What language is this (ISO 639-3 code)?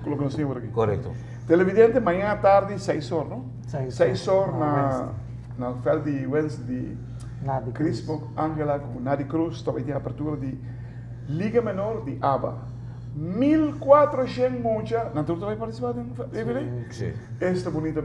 pap